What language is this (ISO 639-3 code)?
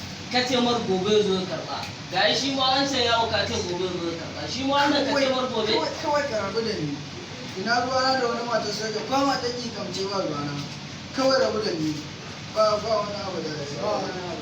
hau